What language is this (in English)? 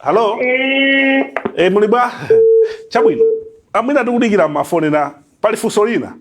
Nyanja